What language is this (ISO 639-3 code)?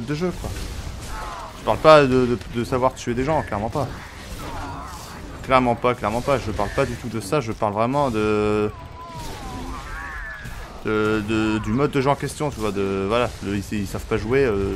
fra